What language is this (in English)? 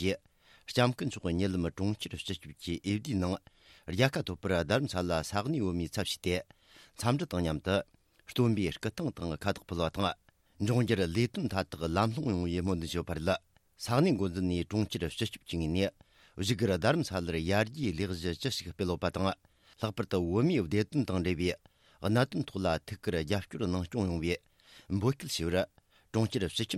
Tibetan